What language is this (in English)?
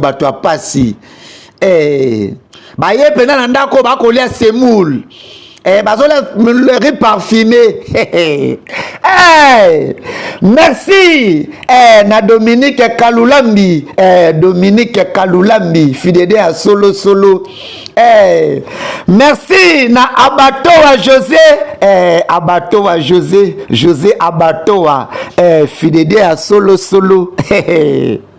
Lingala